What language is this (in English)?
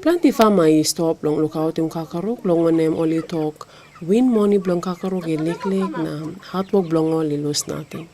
Tok Pisin